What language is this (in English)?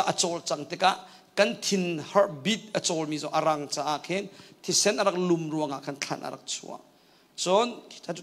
Hakha Chin